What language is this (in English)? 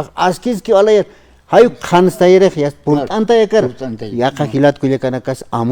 Aymara